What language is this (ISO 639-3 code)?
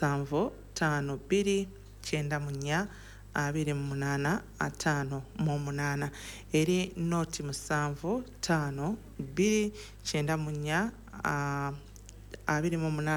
lug